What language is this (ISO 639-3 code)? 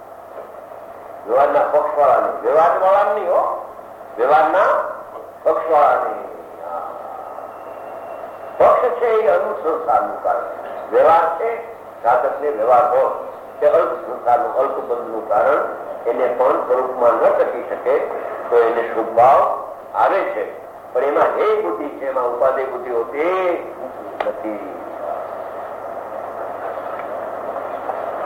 guj